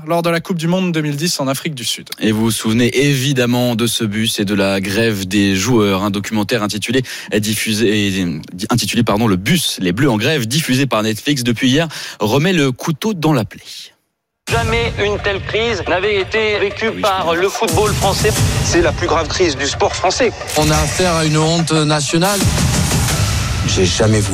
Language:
French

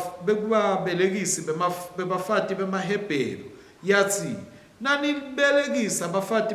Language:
Swati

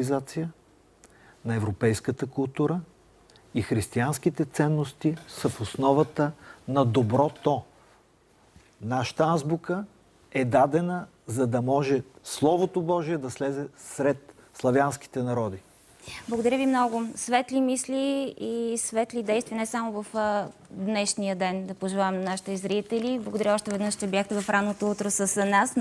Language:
Bulgarian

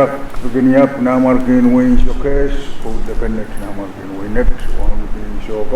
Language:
Pohnpeian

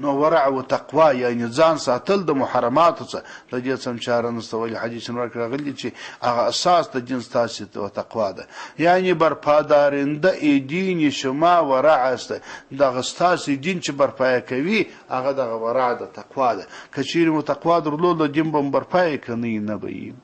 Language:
Pashto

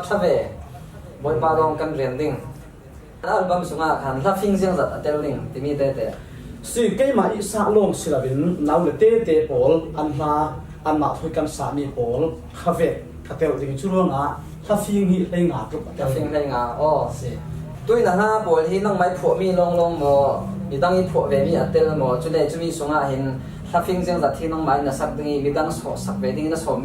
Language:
Falam Chin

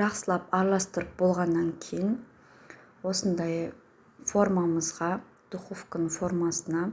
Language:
Kazakh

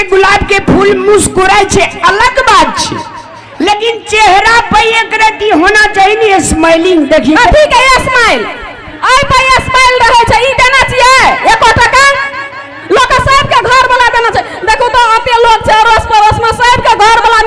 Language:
Maithili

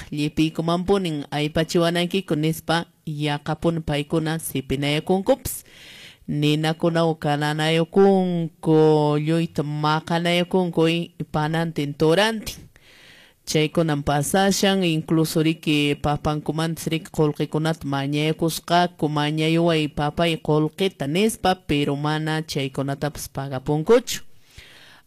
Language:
Quechua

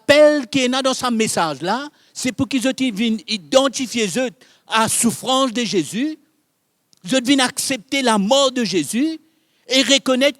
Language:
Morisyen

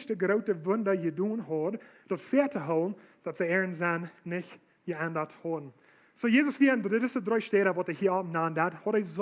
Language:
Plautdietsch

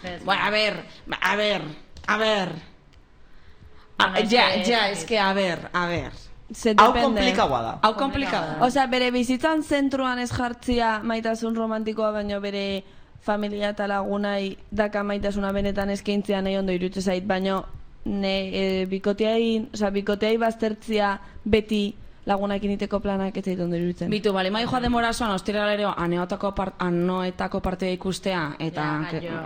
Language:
Basque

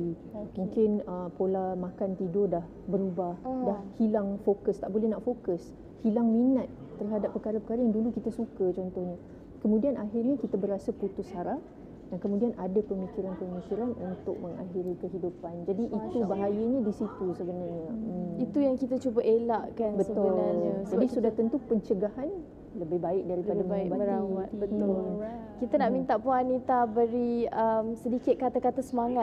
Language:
Malay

